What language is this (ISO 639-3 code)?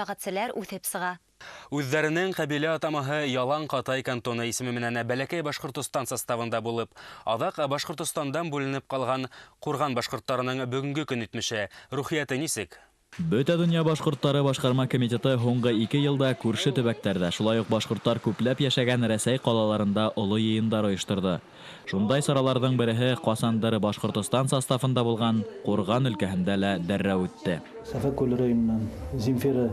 bak